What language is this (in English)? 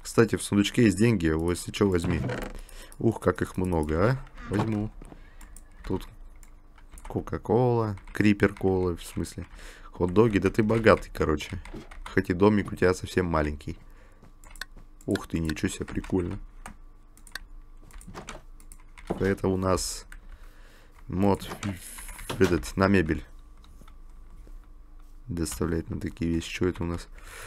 Russian